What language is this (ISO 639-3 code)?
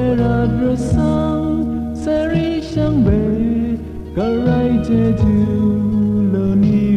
raw